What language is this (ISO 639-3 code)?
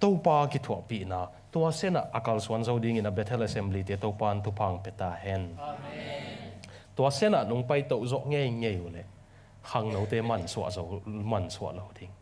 ctd